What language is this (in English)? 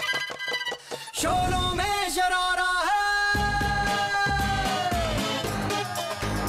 Turkish